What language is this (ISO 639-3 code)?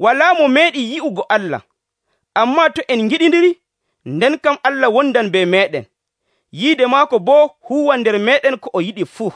fuv